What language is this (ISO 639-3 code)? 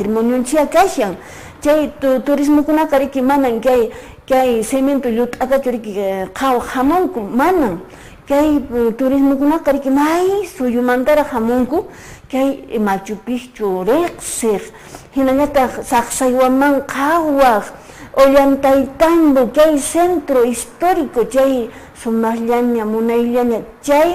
que